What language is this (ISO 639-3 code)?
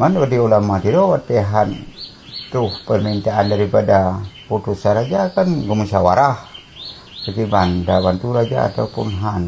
ace